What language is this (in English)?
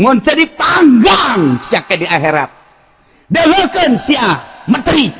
Sundanese